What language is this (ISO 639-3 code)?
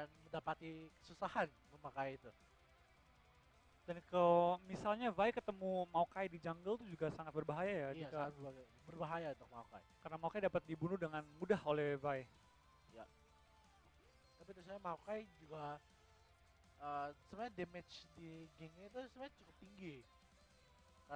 ind